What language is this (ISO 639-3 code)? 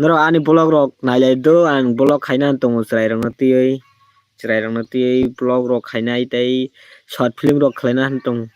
trp